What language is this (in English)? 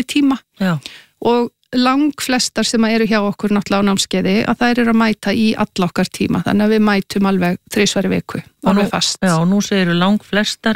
Icelandic